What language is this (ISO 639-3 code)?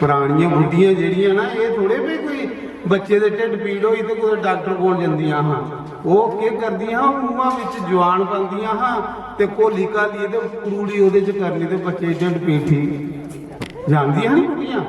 doi